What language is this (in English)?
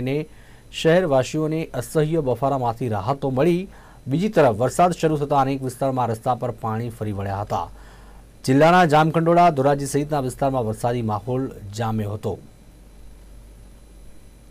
Gujarati